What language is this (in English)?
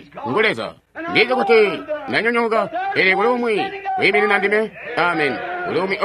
Tonga (Zambia)